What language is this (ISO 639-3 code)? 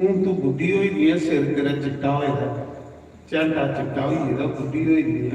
doi